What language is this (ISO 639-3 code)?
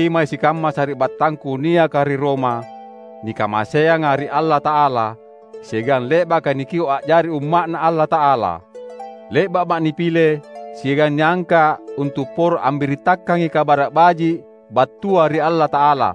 mak